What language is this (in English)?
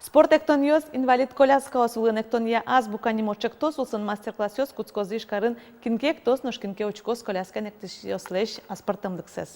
Udmurt